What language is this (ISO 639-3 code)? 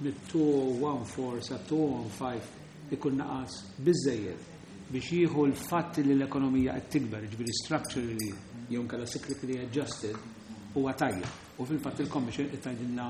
mlt